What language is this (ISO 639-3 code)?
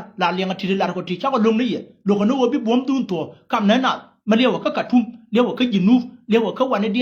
nus